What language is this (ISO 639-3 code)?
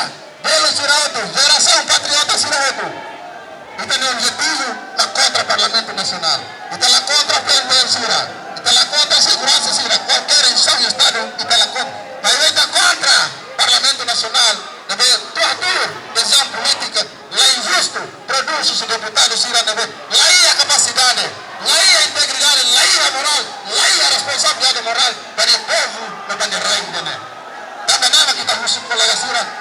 tet